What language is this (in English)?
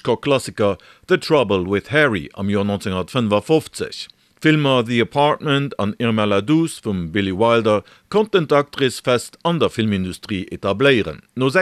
Luxembourgish